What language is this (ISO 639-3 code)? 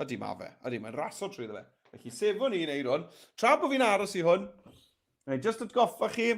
cym